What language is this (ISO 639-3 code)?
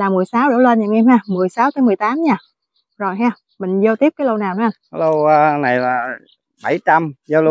vie